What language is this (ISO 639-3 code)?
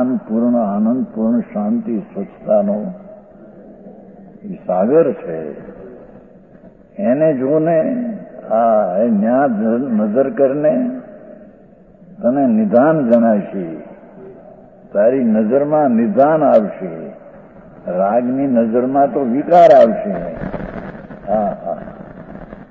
guj